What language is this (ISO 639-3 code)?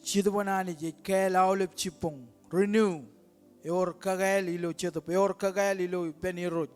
mah